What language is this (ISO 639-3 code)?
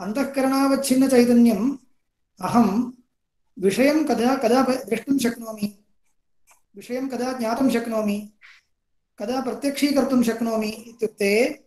san